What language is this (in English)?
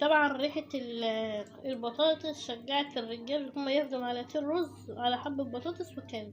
Egyptian Arabic